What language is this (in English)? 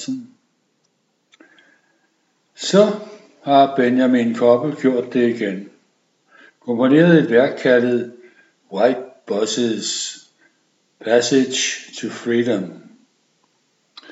Danish